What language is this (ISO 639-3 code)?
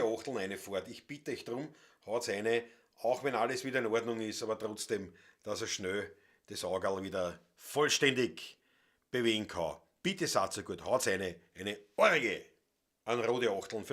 bar